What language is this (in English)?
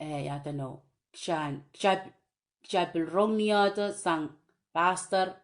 Pohnpeian